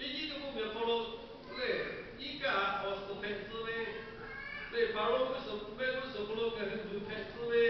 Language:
Lahu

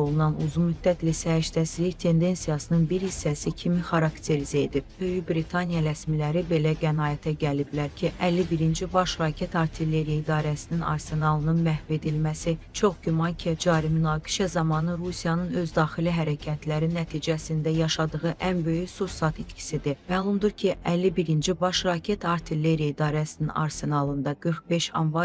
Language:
Azerbaijani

